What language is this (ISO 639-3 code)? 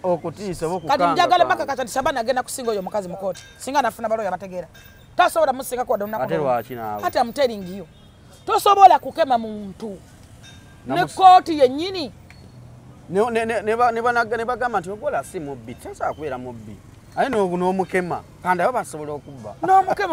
lug